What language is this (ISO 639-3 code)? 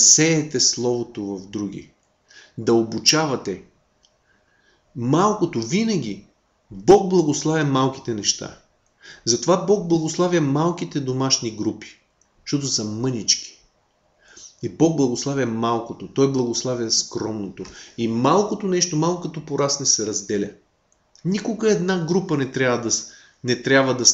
bul